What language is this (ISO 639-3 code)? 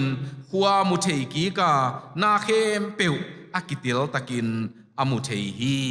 ctd